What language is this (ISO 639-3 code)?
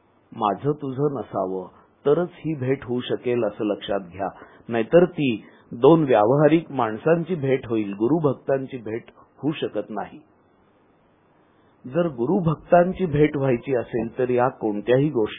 mar